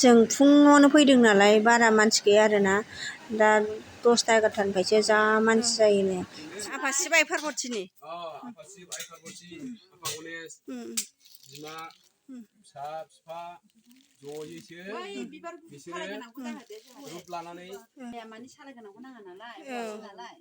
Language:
Bodo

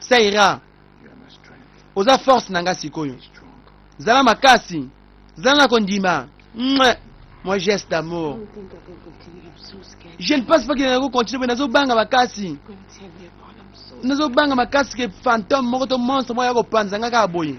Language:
Lingala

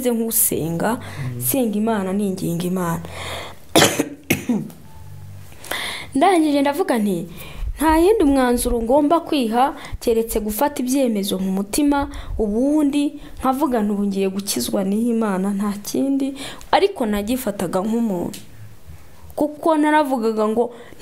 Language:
Kinyarwanda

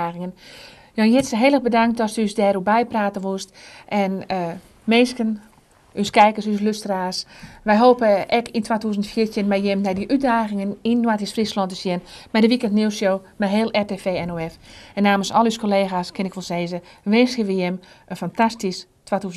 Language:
Western Frisian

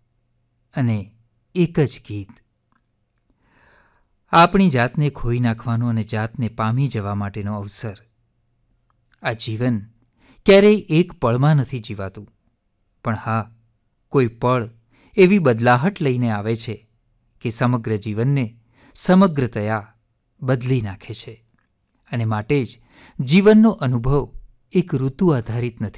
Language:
Gujarati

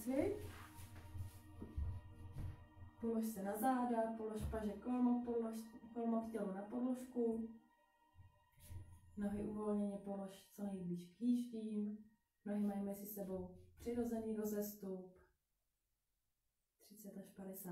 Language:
Czech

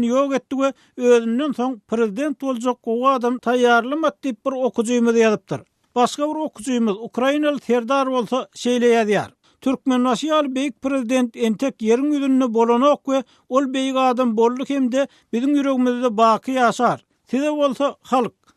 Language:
Turkmen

